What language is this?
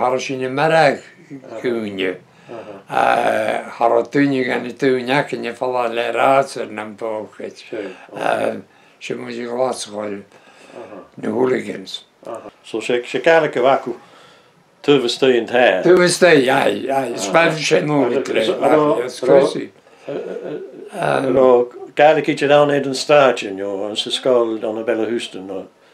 Breton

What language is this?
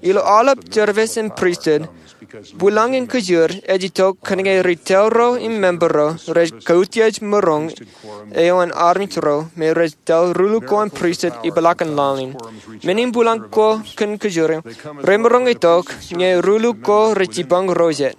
Marshallese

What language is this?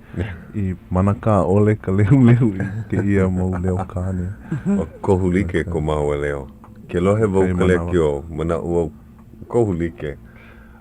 Hawaiian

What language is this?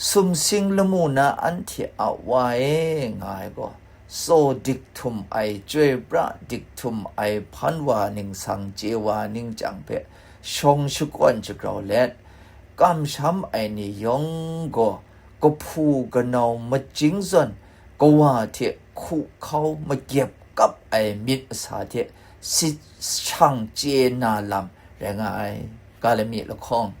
Kachin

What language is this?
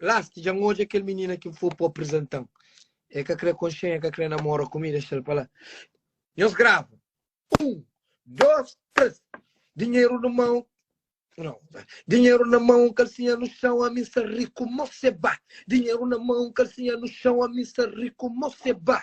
Kabuverdianu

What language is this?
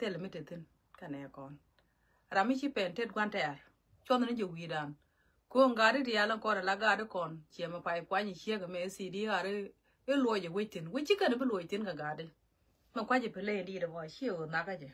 Nuer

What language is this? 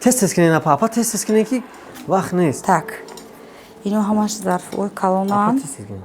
Tajik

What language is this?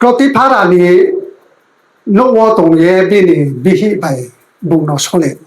Riang (India)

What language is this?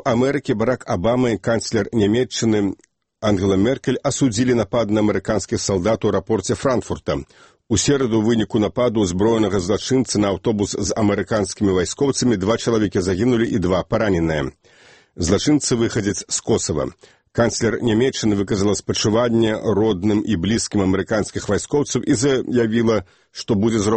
Belarusian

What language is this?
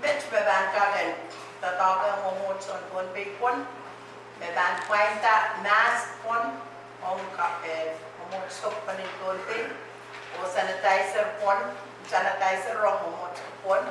Pohnpeian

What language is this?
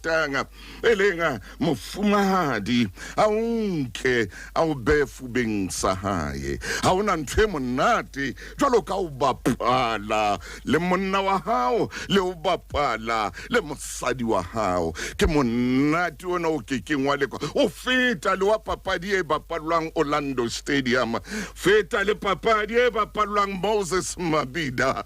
Southern Sotho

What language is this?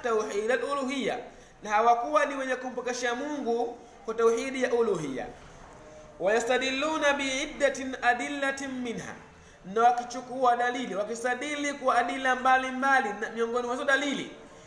Swahili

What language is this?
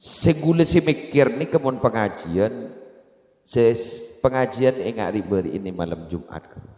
Madurese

